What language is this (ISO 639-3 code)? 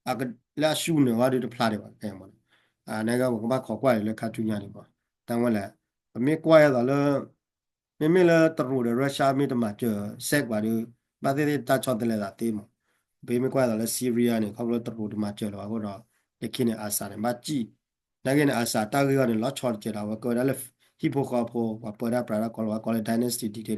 ksw